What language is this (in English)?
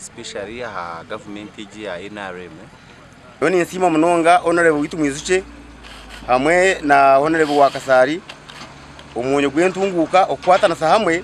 Nyankole